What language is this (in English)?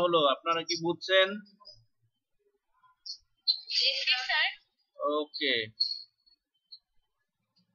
Bangla